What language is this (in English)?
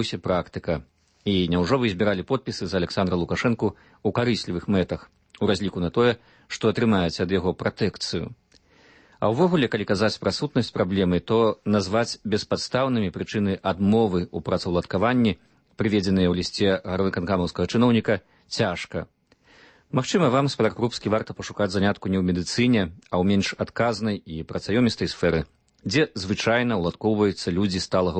Belarusian